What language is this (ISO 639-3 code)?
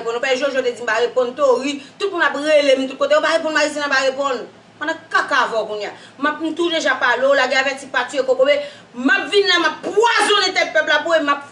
hat